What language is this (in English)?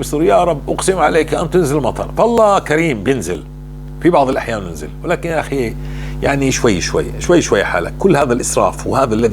North Levantine Arabic